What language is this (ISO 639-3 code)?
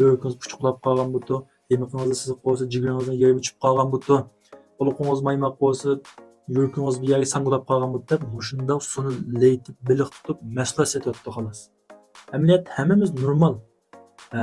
uig